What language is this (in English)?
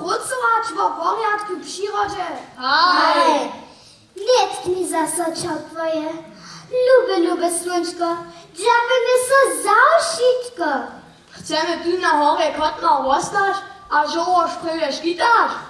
Upper Sorbian